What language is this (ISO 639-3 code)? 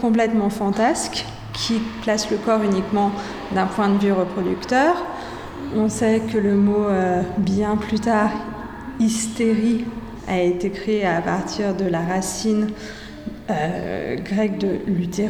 fra